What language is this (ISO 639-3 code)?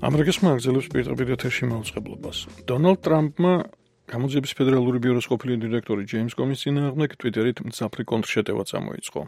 kat